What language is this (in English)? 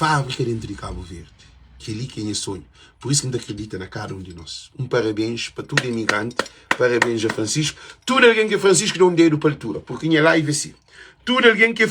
Kabuverdianu